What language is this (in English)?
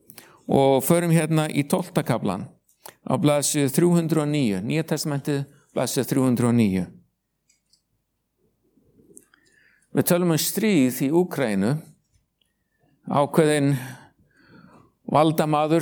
Icelandic